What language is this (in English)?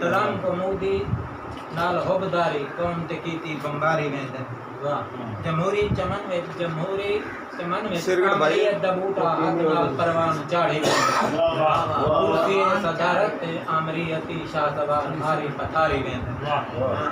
Saraiki